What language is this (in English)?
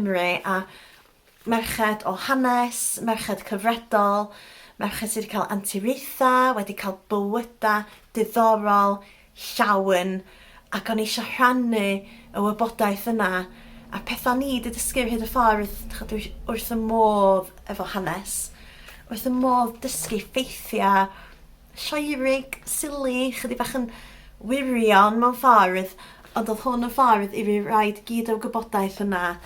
Welsh